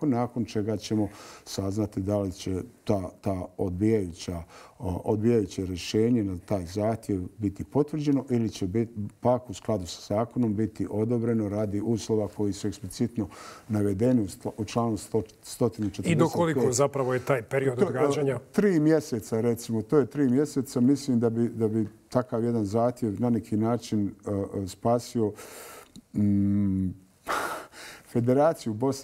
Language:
Bosnian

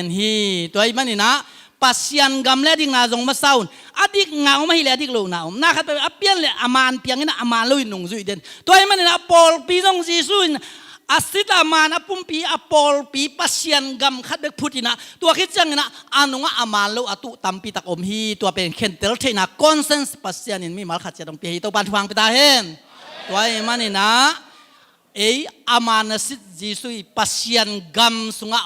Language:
Tedim Chin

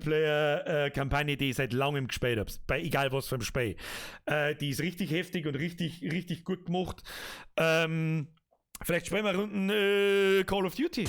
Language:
Bavarian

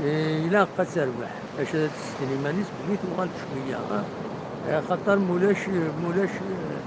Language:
Kabyle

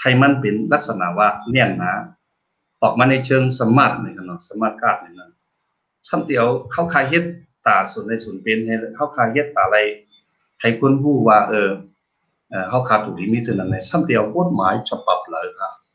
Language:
Shan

